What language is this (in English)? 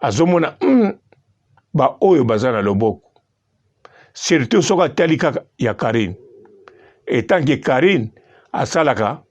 Lingala